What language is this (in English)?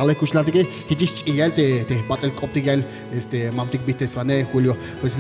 Tzeltal